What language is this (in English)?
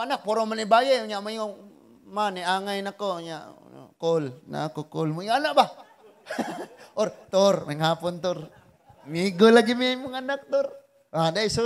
Cebuano